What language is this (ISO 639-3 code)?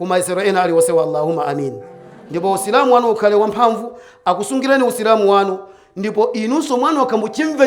nya